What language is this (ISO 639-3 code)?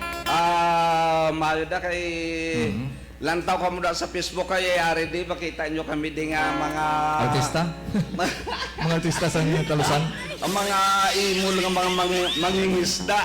hil